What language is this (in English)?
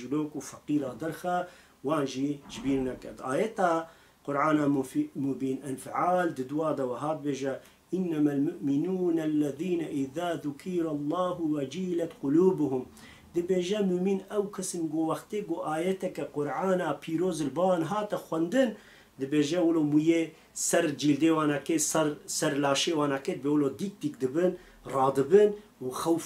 Kurdish